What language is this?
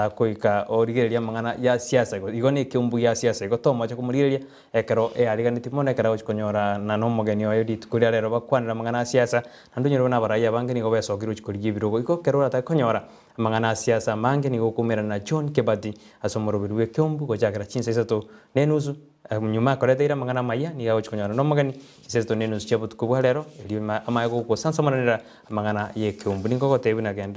Gusii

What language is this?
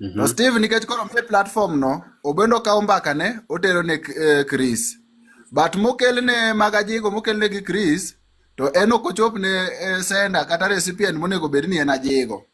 Luo (Kenya and Tanzania)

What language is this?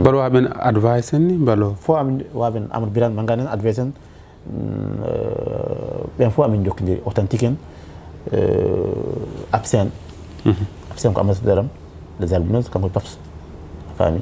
Fula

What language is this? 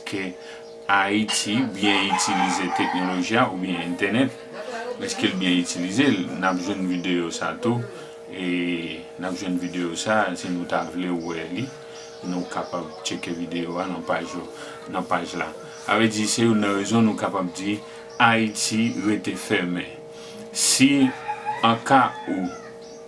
Haitian Creole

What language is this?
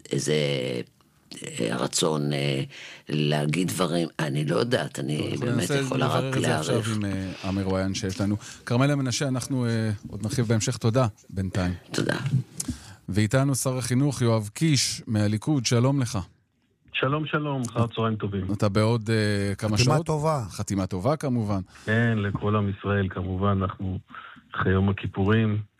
Hebrew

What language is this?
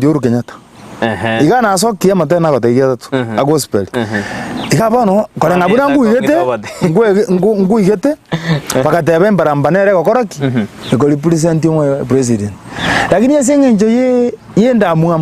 Gusii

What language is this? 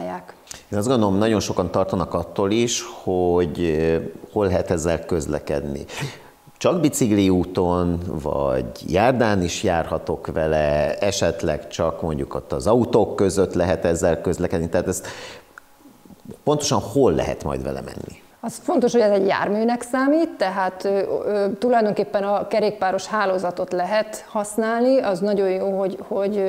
Hungarian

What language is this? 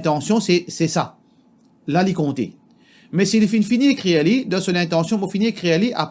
Morisyen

